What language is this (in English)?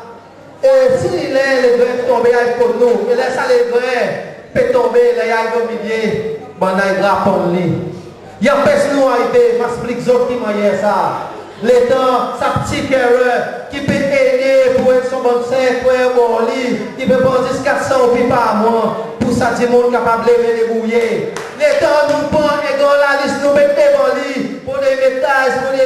Seselwa Creole French